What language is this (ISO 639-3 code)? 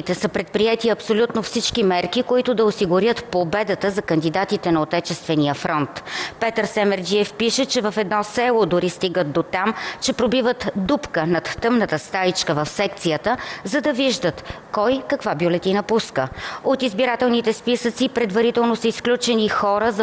bul